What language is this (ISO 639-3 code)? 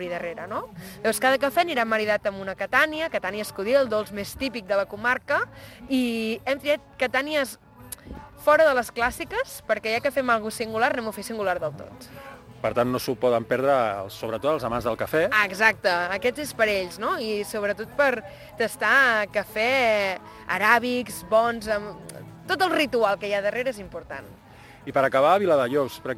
cat